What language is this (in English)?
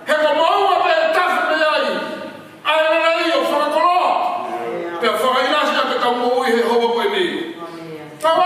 Tongan